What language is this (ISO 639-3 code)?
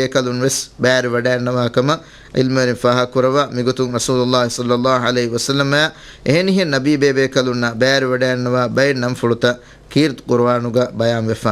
div